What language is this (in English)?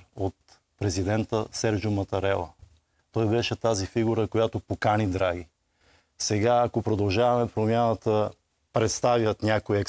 Bulgarian